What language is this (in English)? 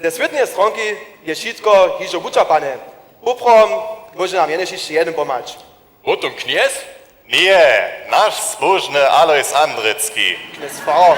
Upper Sorbian